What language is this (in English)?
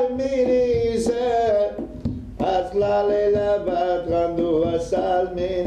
Persian